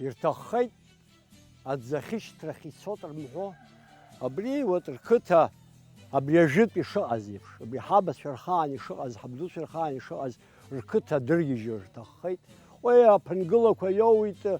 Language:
Abkhazian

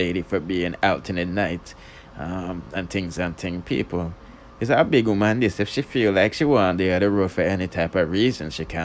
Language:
Jamaican Creole English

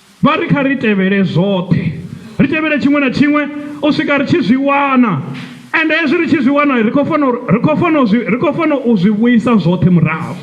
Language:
Venda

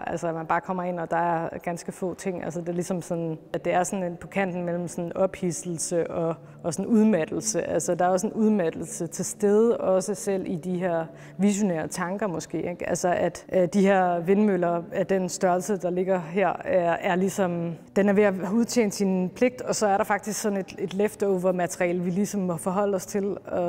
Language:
Danish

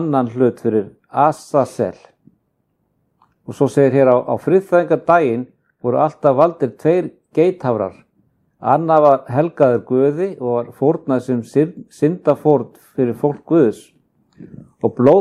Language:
Icelandic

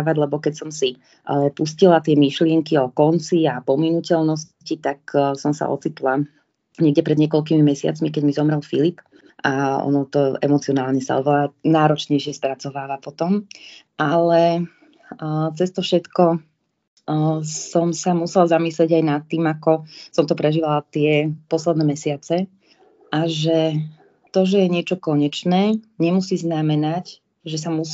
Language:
Slovak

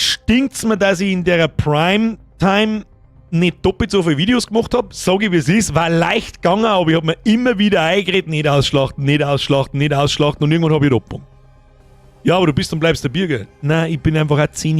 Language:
Bavarian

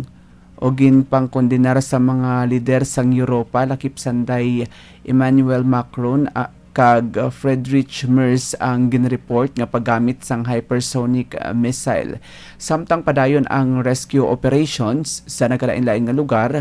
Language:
Hiligaynon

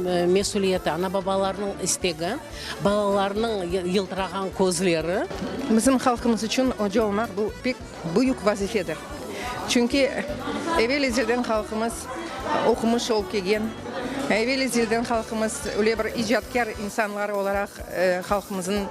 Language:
Crimean Tatar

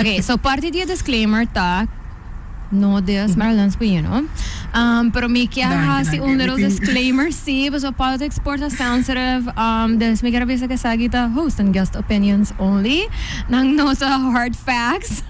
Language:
Papiamento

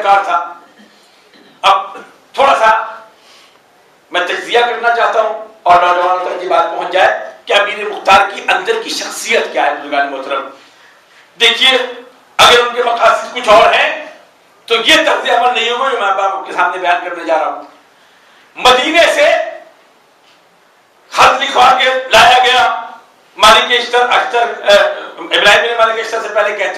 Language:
Urdu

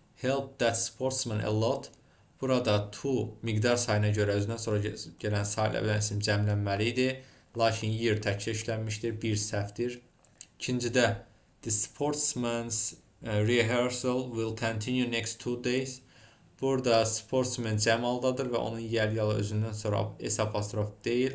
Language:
Azerbaijani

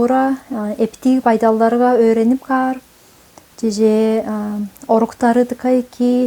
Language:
Tuvinian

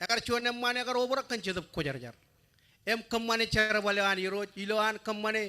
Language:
Marshallese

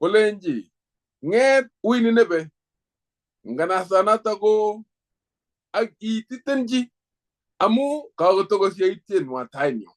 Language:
Kalenjin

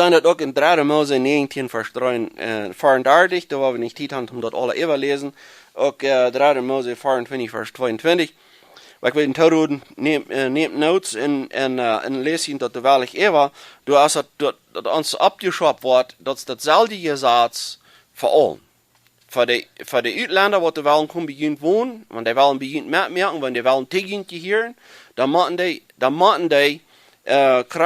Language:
Plautdietsch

